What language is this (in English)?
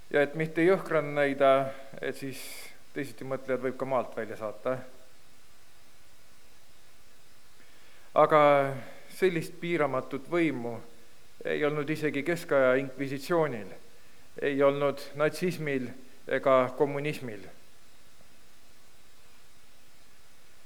Estonian